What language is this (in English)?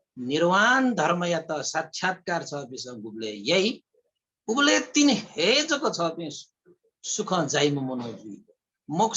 Newari